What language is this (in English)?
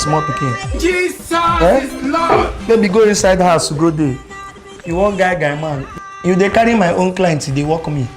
Nigerian Pidgin